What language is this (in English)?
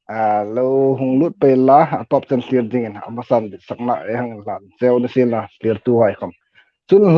Hmar